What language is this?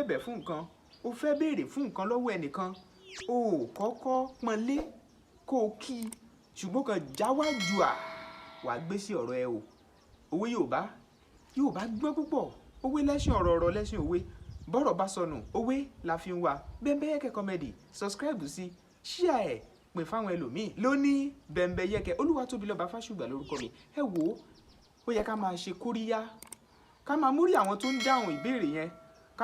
Yoruba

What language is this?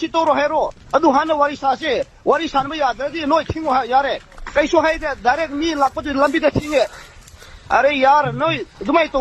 Manipuri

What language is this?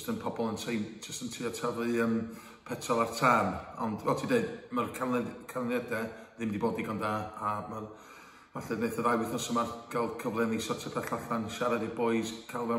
Welsh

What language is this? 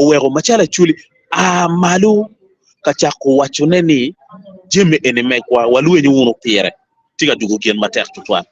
Acoli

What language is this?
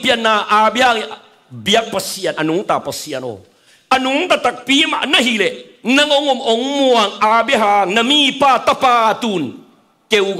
Tedim Chin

